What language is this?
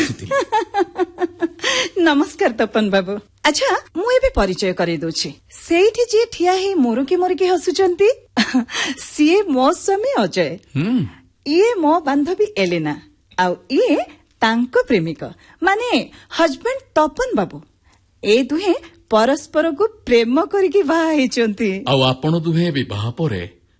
Odia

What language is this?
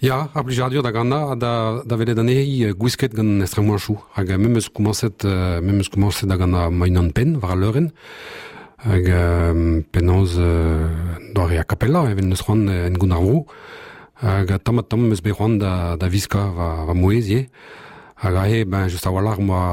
Breton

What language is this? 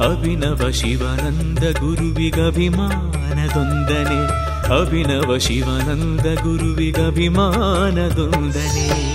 Kannada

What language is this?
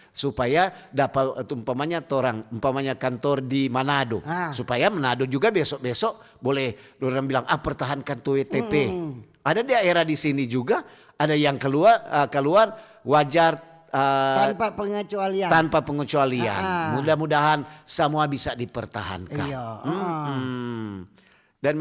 Manado Malay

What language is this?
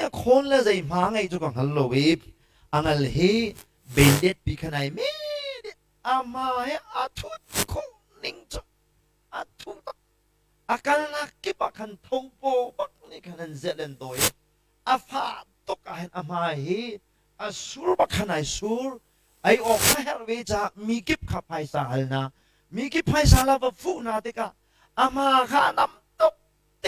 Hakha Chin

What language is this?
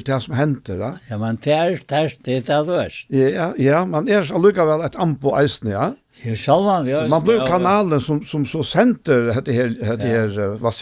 Faroese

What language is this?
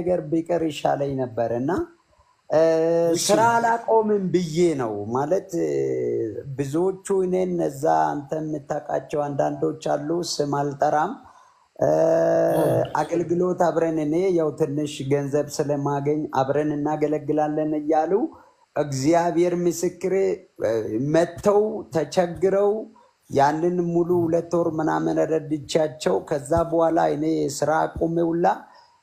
Amharic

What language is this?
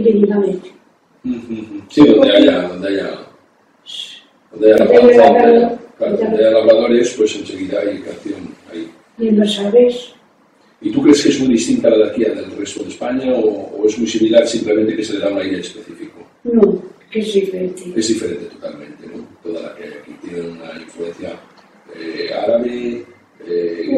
Spanish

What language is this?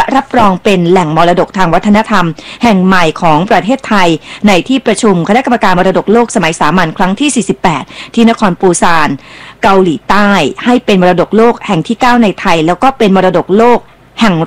Thai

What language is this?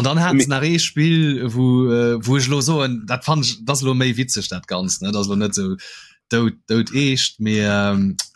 Luxembourgish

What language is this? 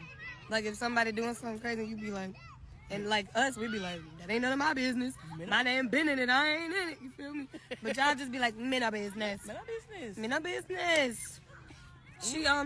Jamaican Creole English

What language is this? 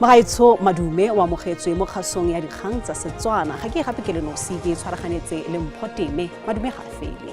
Tswana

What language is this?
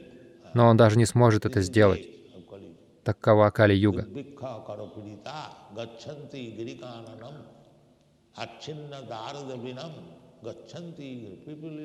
Russian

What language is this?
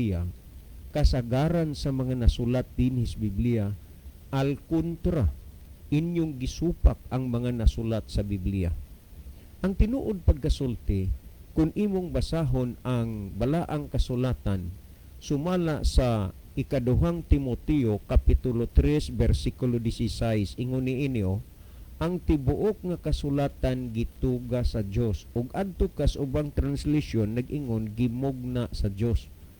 Cebuano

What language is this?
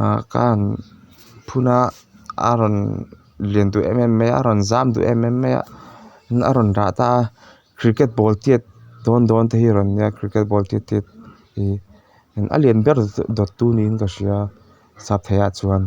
Mizo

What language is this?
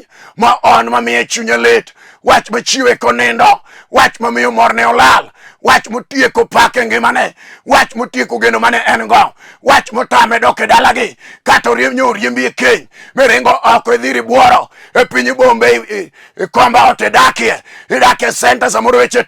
Luo (Kenya and Tanzania)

